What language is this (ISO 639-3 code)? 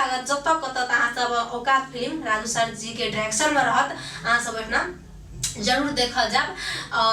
mai